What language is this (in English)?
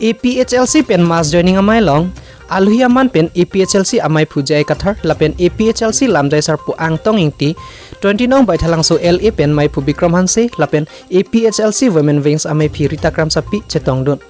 Karbi